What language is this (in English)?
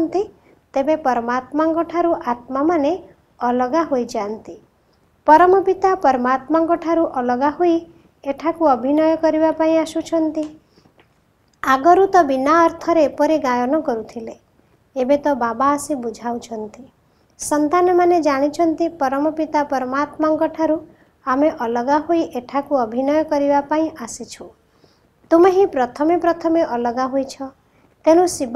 Odia